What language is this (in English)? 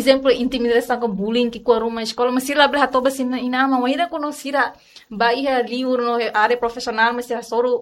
Tetum